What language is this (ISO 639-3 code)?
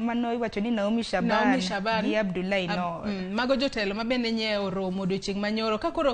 luo